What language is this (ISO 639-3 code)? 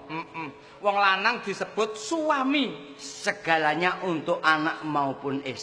jav